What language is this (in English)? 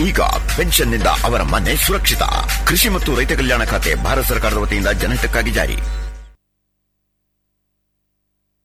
Kannada